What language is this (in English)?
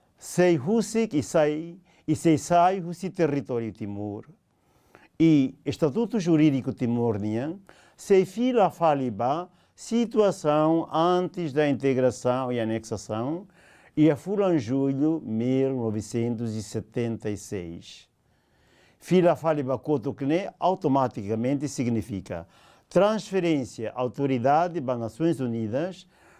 Tetum